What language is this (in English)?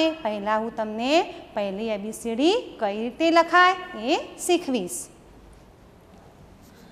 Gujarati